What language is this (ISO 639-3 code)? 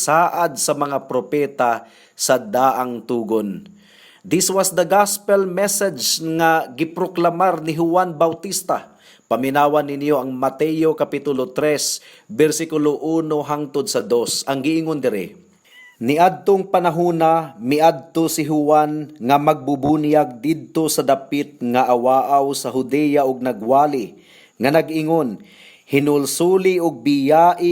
ceb